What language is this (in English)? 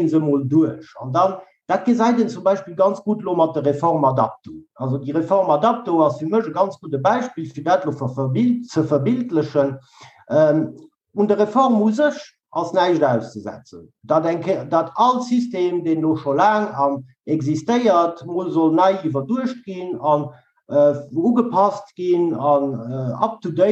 Luxembourgish